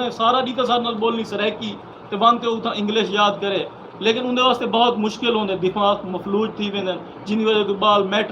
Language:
Saraiki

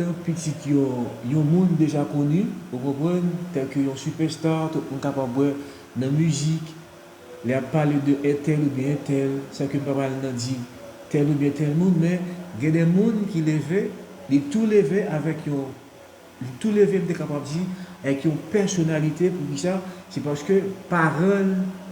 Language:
Haitian Creole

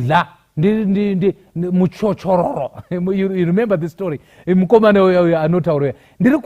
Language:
Shona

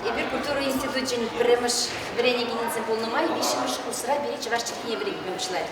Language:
Chuvash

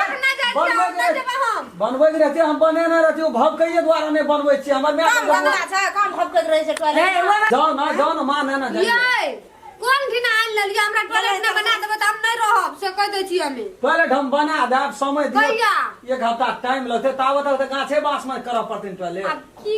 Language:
Maithili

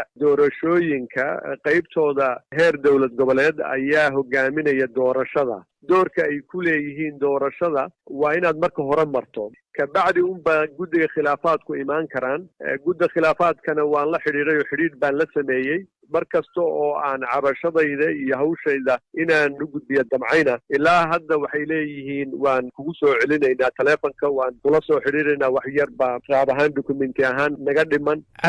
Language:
Somali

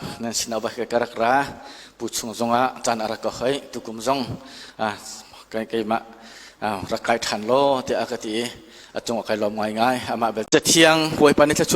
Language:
Hakha Chin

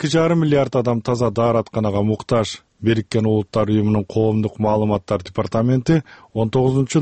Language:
Kyrgyz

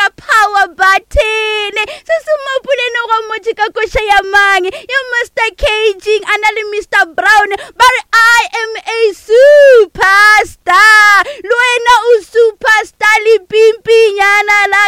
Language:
Northern Sotho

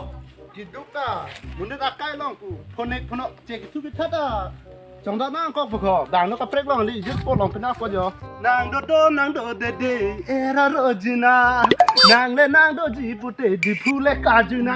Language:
Karbi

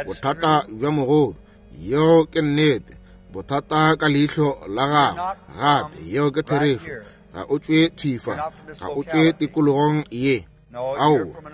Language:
Northern Sotho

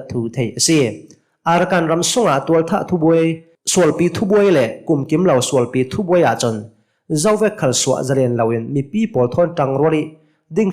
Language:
Hakha Chin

